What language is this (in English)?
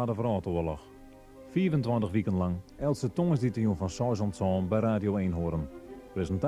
Western Frisian